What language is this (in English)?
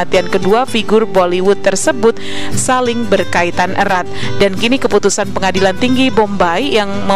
Indonesian